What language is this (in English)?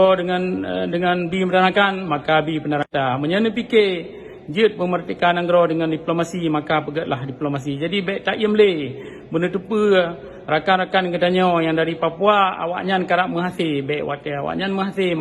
Achinese